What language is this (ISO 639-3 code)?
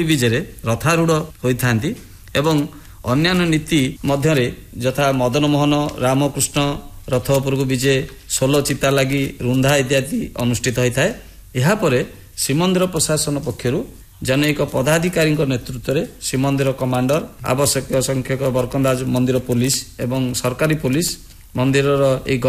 ori